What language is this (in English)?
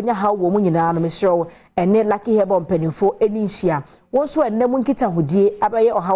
Akan